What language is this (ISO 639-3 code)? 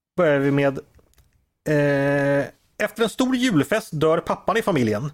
swe